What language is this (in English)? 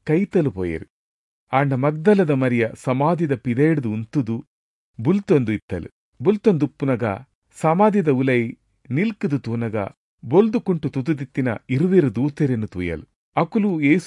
Tulu